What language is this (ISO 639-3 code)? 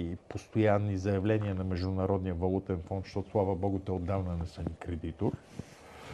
bul